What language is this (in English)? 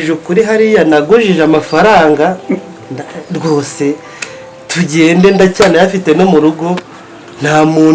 Kinyarwanda